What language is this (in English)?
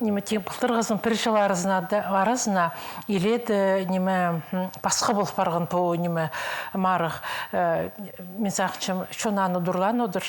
Khakas